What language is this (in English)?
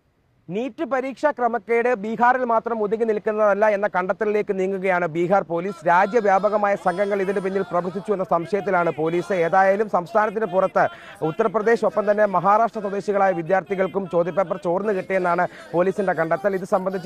Malayalam